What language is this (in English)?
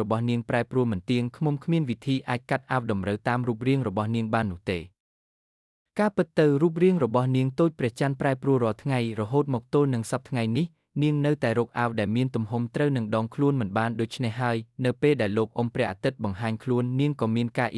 Khmer